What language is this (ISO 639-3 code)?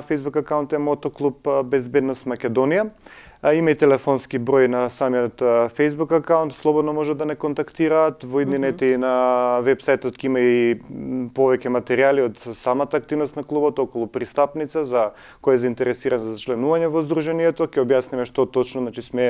mkd